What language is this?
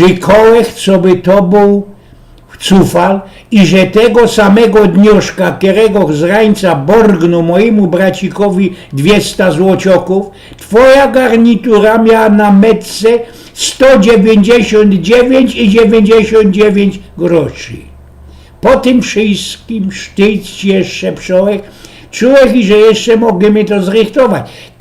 Silesian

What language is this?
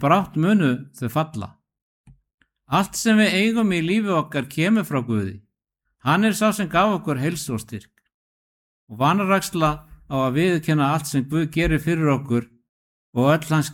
Icelandic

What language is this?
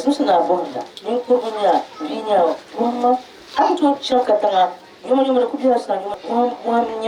Dagbani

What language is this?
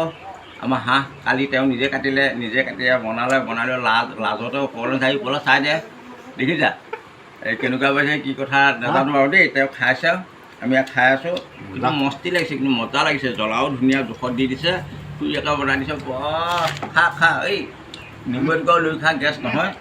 Assamese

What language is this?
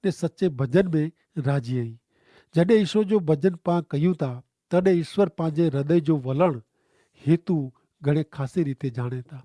Kachhi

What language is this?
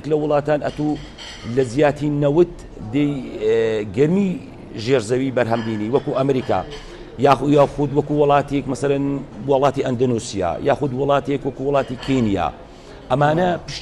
Central Kurdish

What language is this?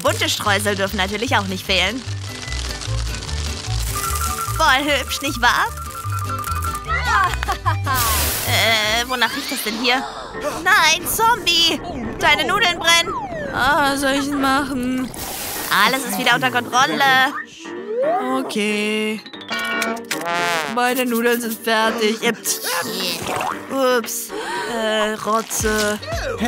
German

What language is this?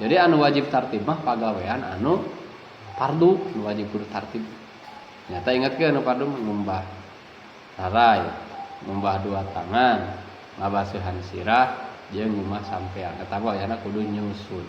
Sundanese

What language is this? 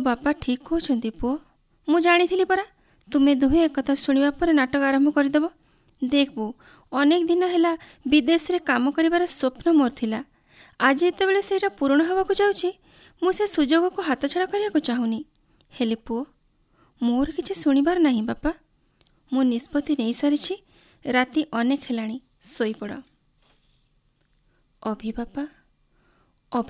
Odia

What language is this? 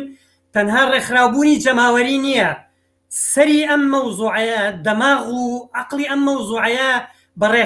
Central Kurdish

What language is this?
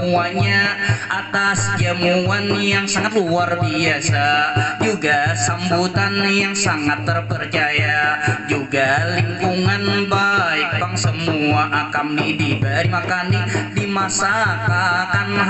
Banjar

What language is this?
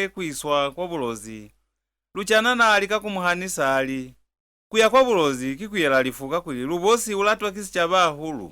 Lozi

